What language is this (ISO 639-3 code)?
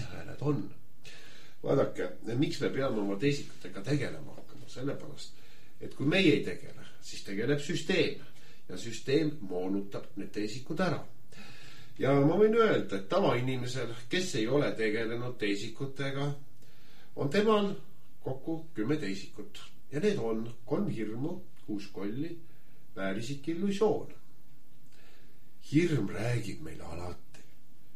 est